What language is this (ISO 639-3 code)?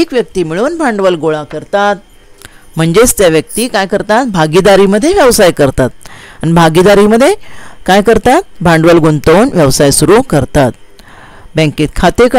mar